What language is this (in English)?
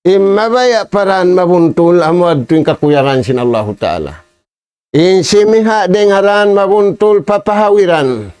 Tausug